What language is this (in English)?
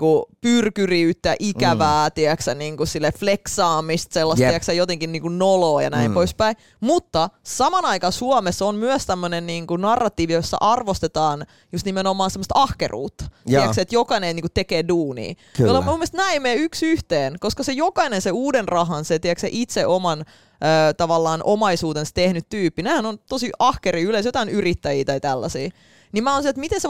Finnish